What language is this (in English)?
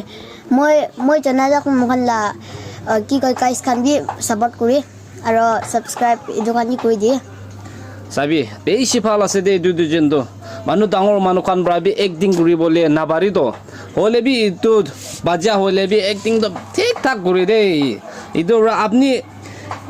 Naga Pidgin